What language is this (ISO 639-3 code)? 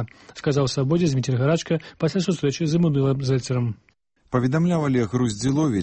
bel